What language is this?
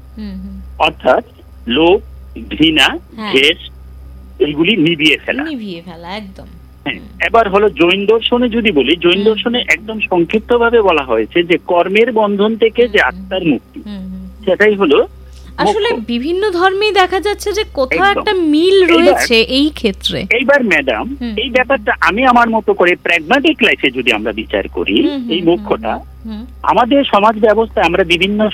Bangla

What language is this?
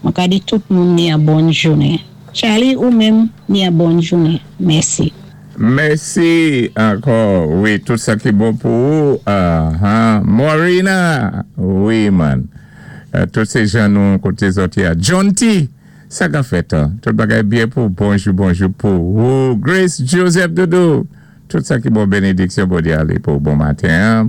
Saint Lucian Creole French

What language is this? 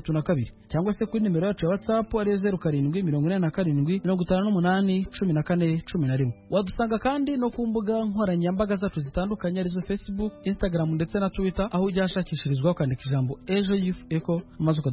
Kinyarwanda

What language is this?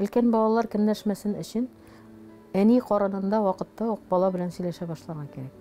Tatar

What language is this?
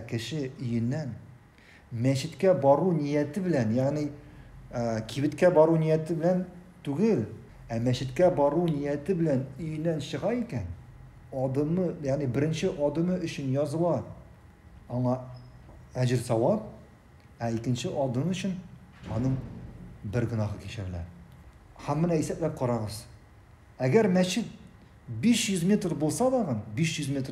Tatar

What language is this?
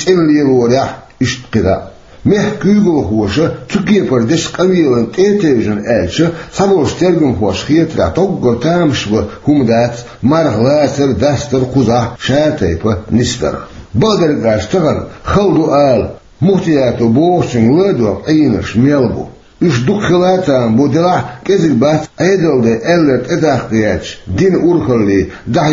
Chechen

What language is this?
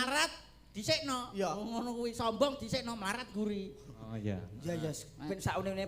Javanese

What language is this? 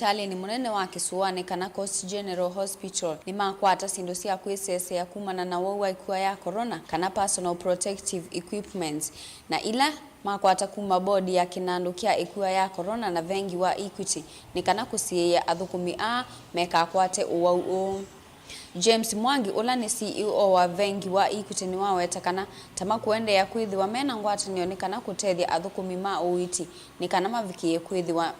Kamba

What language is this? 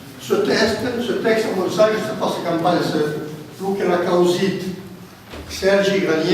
Occitan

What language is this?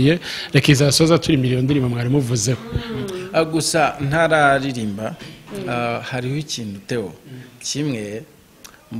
Kinyarwanda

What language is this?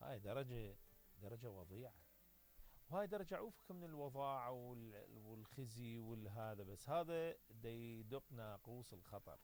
Mesopotamian Arabic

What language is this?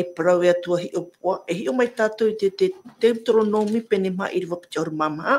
Tahitian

